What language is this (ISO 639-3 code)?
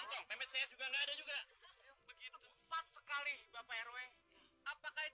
bew